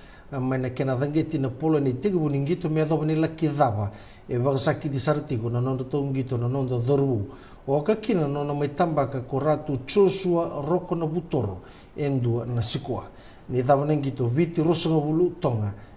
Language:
Fijian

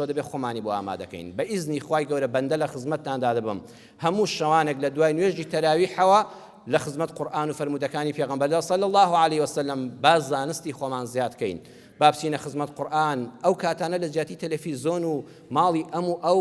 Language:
Central Kurdish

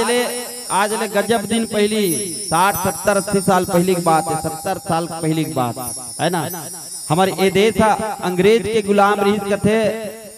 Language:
Chhattisgarhi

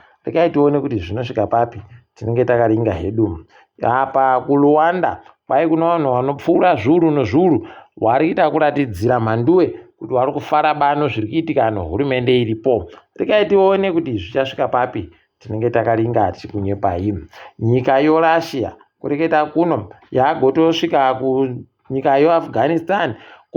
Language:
Ndau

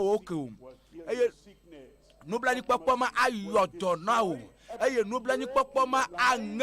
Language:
Ewe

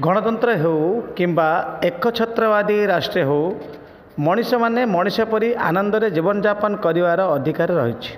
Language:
Odia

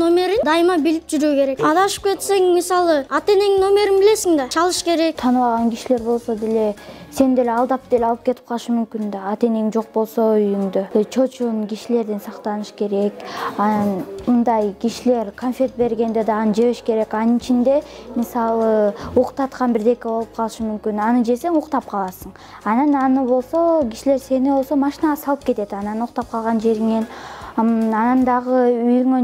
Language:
Kyrgyz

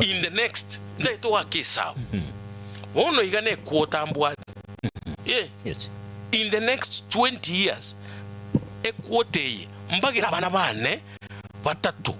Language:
Gusii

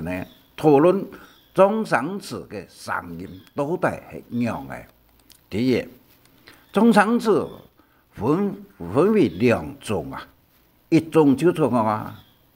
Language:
Hakka Chinese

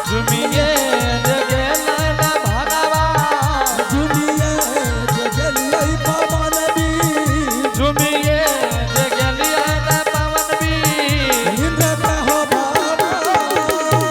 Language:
Angika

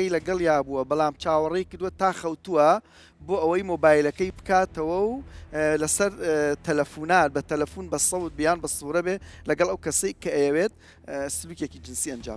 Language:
Central Kurdish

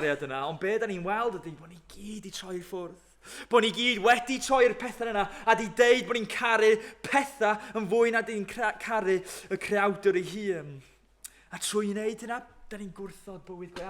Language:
Welsh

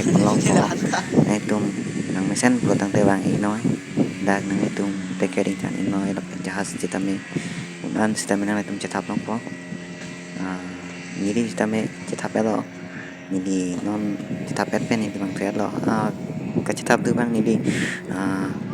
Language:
Karbi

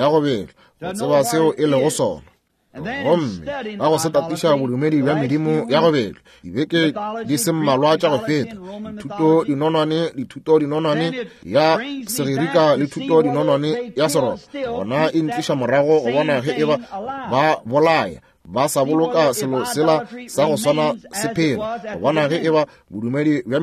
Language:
Northern Sotho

